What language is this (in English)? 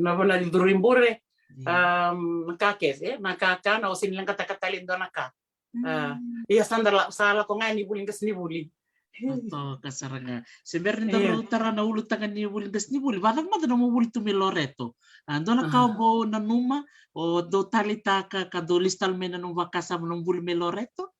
Fijian